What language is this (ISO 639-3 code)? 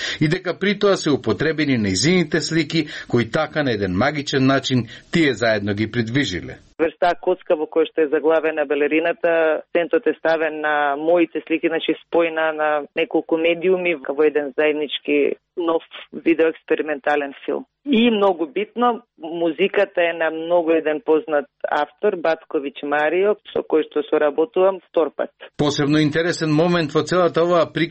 mkd